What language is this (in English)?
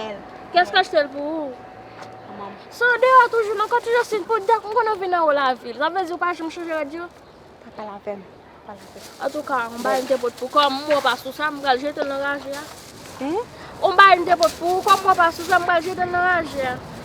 Haitian Creole